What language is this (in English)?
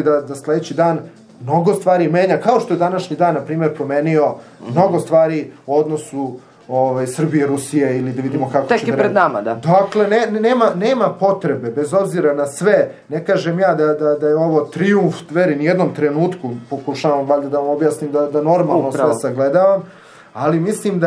Serbian